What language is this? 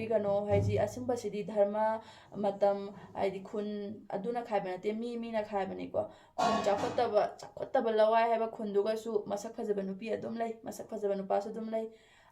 Manipuri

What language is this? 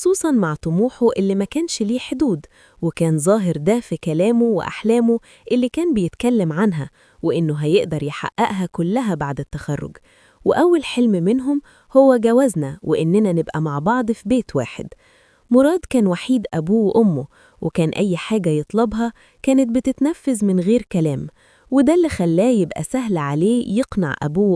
Egyptian Arabic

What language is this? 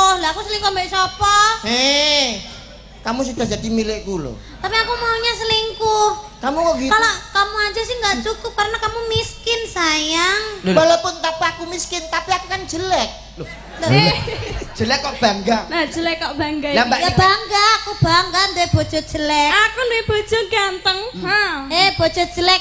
Javanese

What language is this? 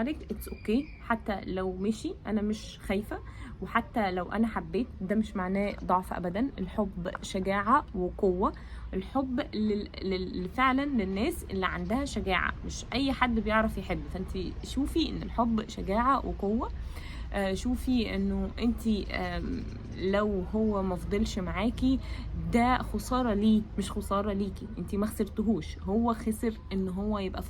Egyptian Arabic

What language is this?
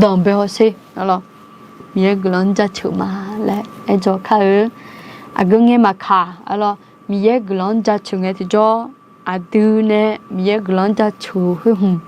Akha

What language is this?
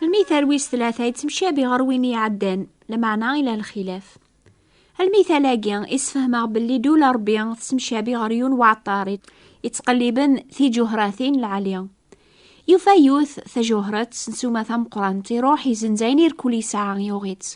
Kabyle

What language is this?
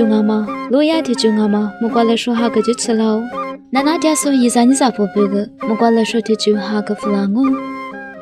Lisu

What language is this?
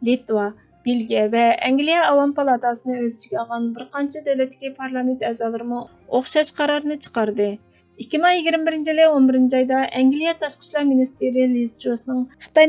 Uyghur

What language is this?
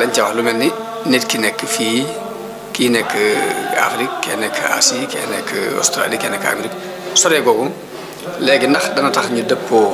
Wolof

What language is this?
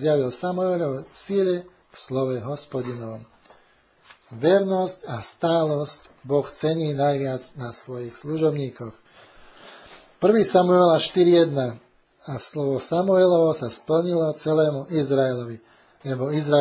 Slovak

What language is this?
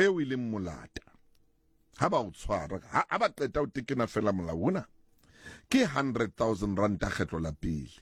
Southern Sotho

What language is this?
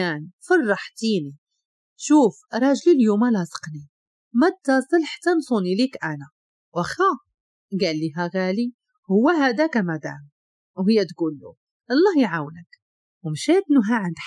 Moroccan Arabic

